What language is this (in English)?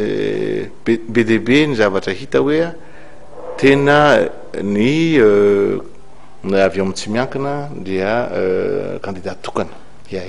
Malagasy